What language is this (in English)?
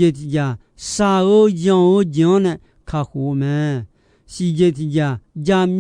Akha